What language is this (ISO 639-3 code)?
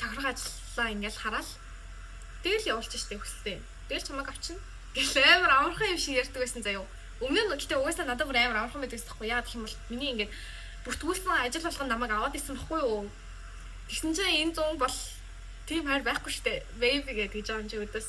mon